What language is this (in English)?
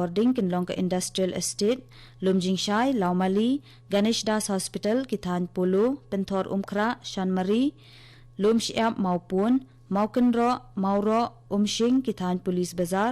Khasi